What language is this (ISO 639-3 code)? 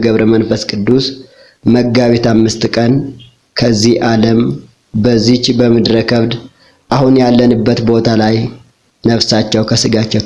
amh